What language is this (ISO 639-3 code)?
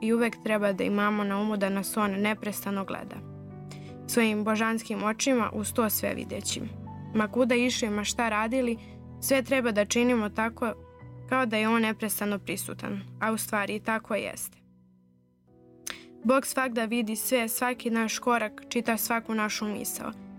srp